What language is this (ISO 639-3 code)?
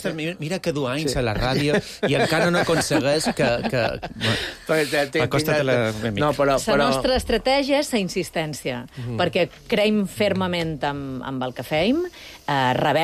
cat